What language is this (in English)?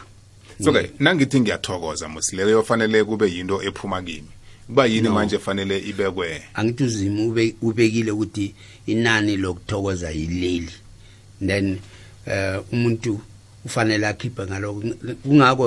South Ndebele